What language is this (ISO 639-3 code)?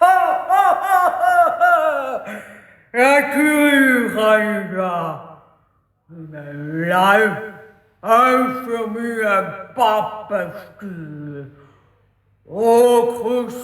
gsw